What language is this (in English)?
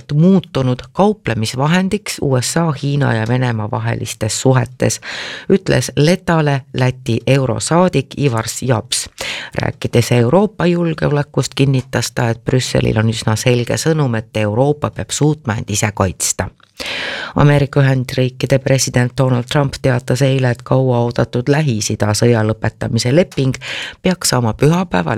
Estonian